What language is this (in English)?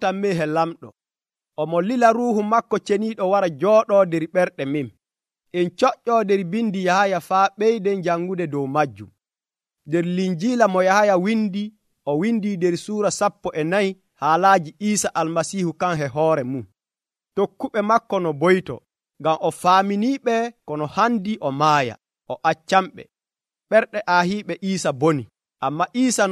Nigerian Fulfulde